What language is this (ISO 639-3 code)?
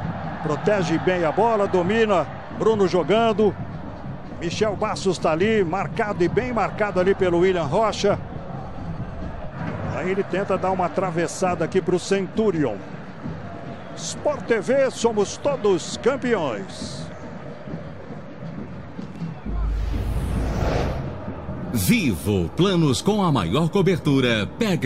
por